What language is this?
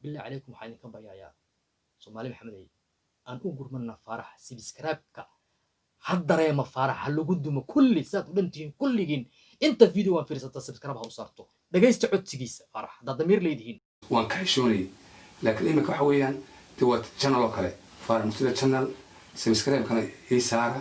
Somali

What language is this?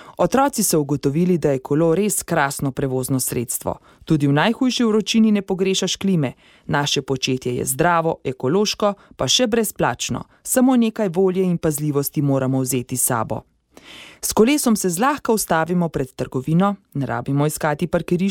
Slovenian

